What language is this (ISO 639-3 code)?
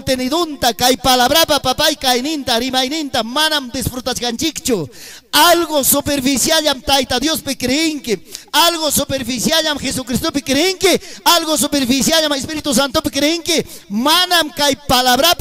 quy